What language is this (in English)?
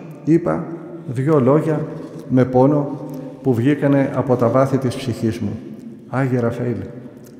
Greek